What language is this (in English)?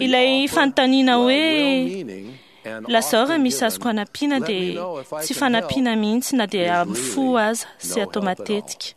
Malagasy